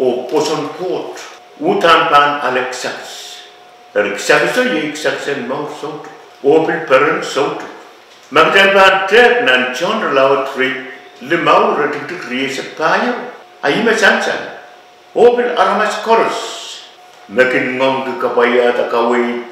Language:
Pohnpeian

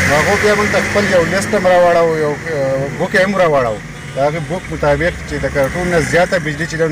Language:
Pashto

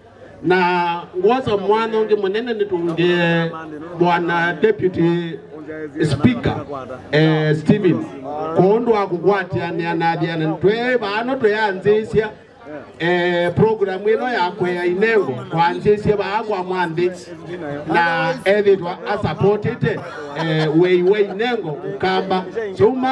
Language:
Kamba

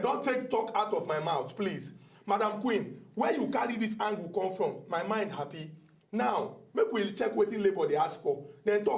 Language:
Nigerian Pidgin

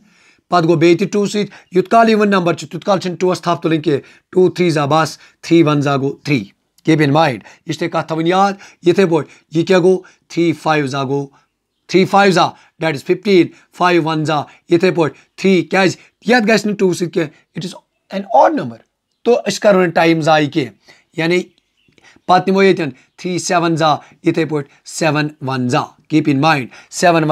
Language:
Kashmiri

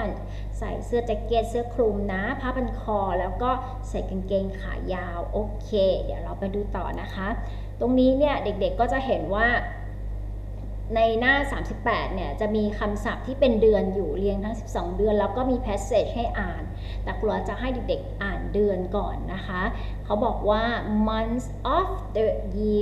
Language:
Thai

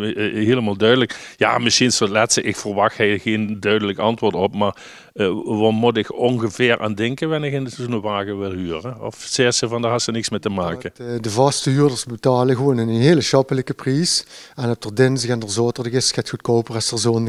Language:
Limburgish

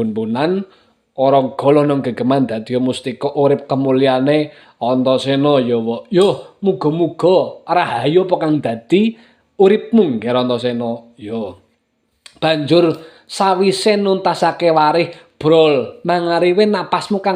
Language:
Javanese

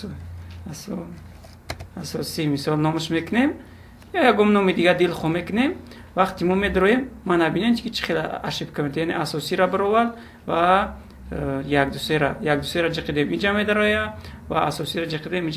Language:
Tajik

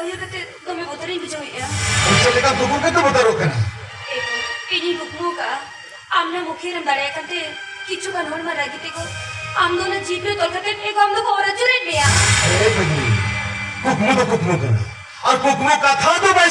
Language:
Santali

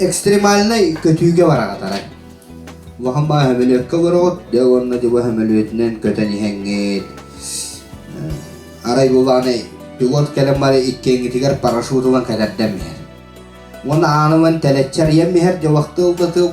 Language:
Yakut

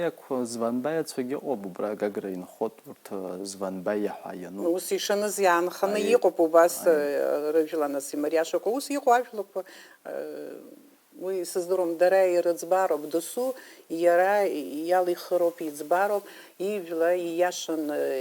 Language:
Abkhazian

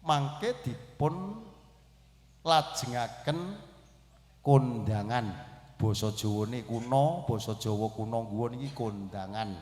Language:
Javanese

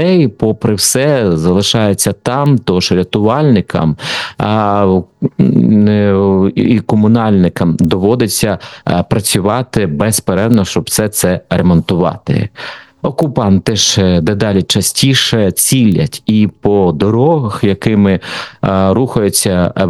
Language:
Ukrainian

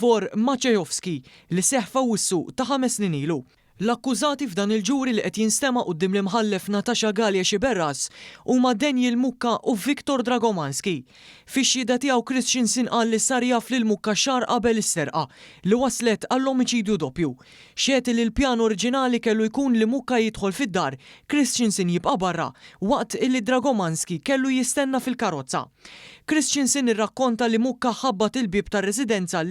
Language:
Maltese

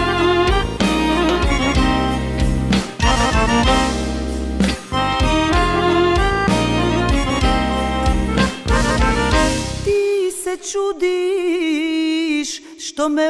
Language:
Croatian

